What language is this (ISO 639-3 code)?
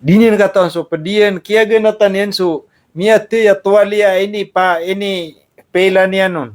mrw